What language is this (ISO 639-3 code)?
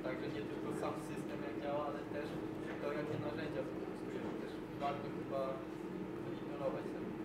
pol